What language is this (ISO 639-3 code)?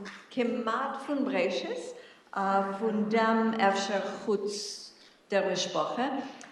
yid